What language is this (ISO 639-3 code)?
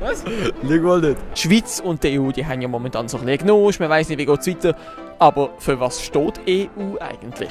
gsw